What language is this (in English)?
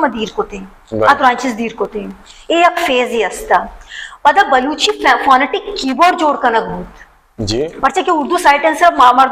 Baluchi